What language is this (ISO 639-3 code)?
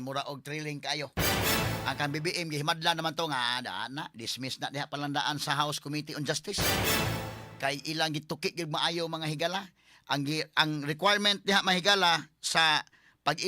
ceb